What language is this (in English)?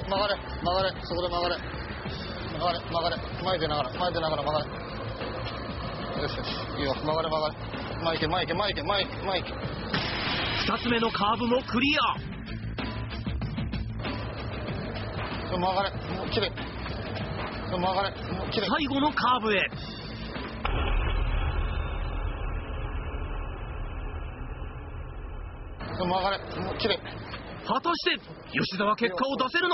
Japanese